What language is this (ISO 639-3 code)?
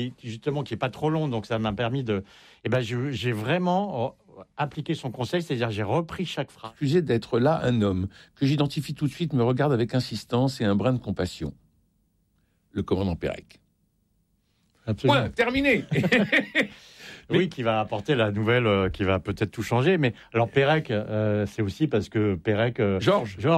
fra